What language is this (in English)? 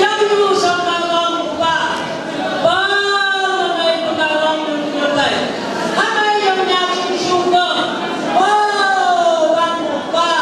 Phom Naga